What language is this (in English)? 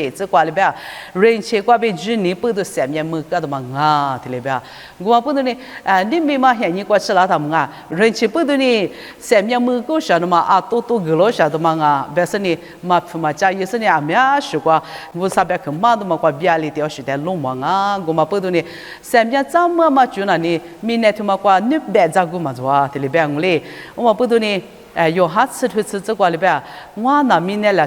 Lisu